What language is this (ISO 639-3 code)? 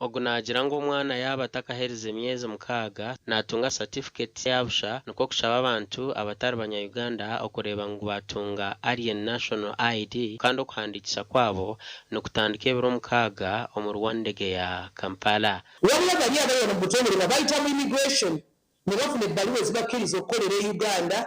nyn